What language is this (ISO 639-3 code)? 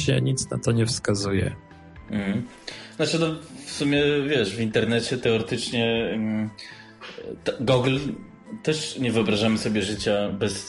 pol